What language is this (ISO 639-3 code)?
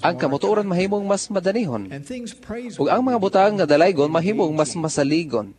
ceb